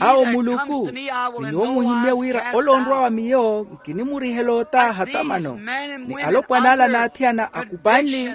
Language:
Makhuwa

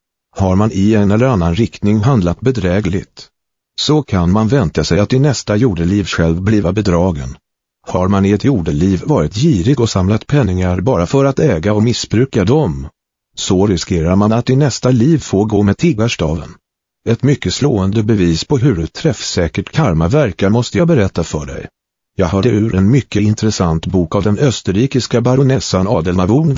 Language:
Swedish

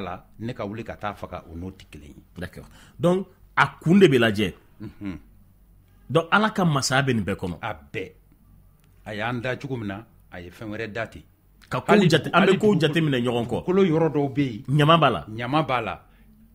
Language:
Bambara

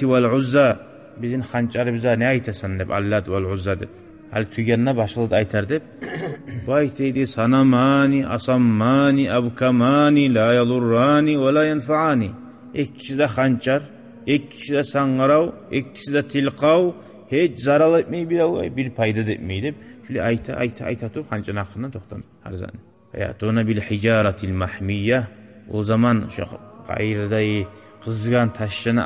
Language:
Kumyk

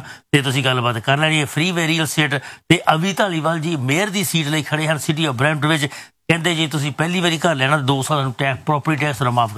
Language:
Punjabi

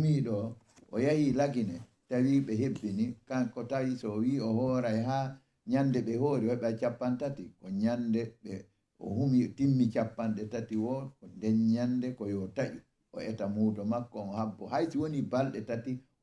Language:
Fula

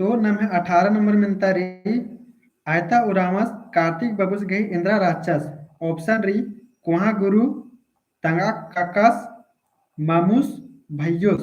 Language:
Kurukh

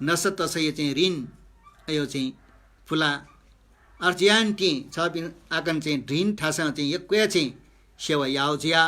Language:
Newari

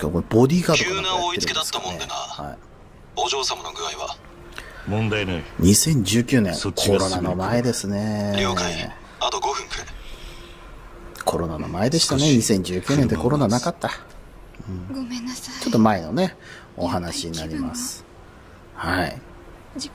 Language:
Japanese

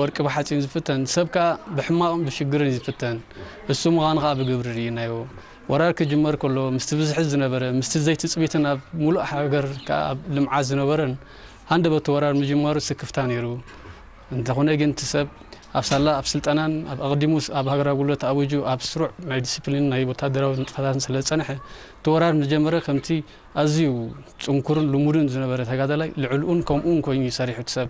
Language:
Tigrinya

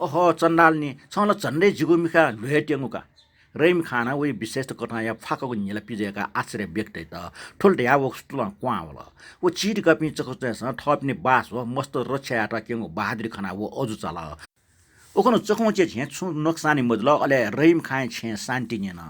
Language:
Newari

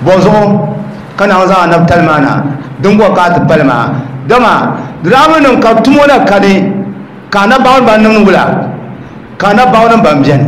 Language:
Dagbani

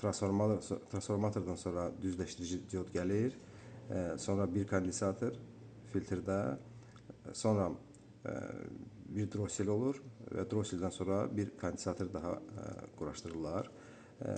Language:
Azerbaijani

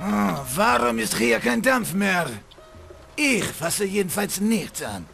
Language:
Bavarian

